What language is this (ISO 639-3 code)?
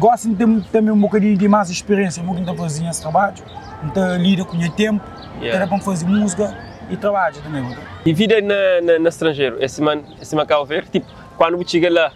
kea